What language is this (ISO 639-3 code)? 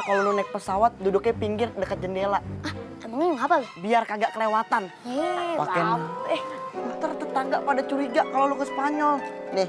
bew